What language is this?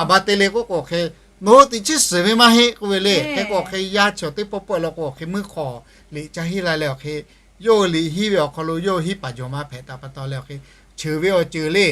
Lahu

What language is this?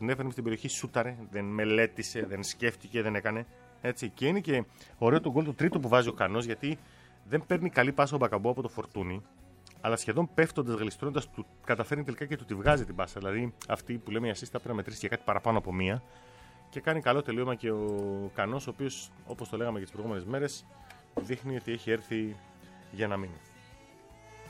Greek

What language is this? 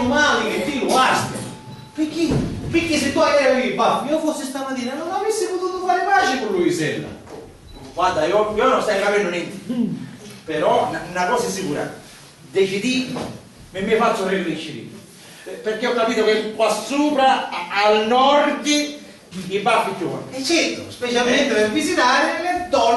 Sicilian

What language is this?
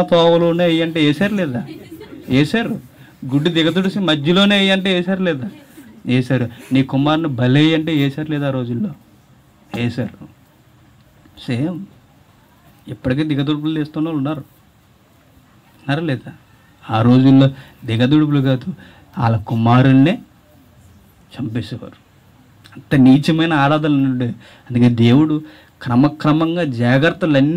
Telugu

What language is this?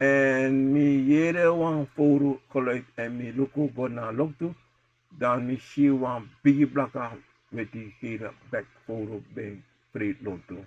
Sranan Tongo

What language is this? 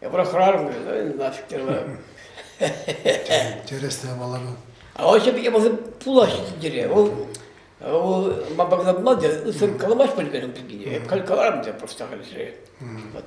Chuvash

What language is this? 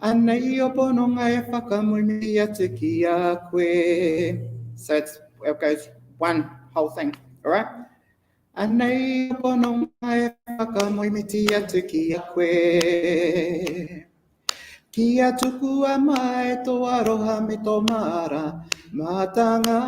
Māori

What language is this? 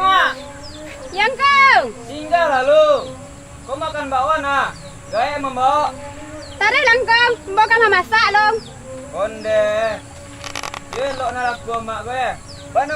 Minangkabau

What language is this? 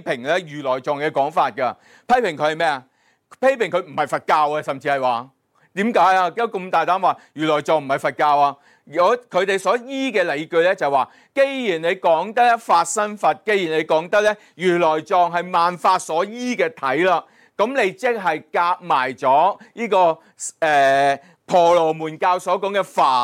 Cantonese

